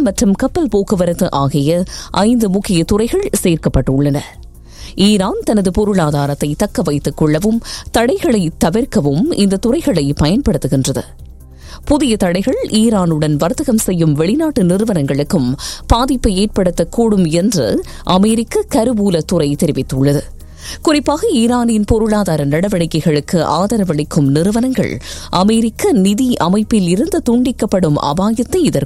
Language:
Tamil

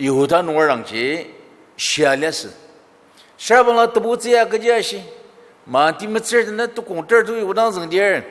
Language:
Ao Naga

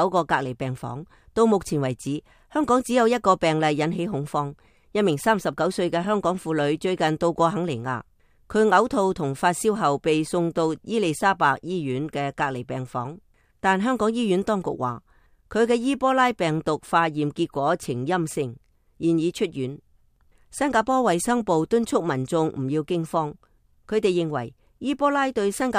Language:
Cantonese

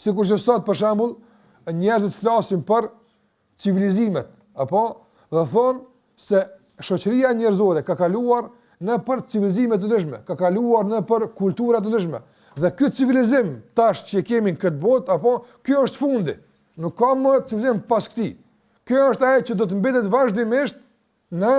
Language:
Albanian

